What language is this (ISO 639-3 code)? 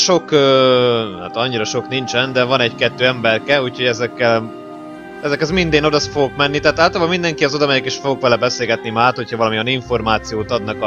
hun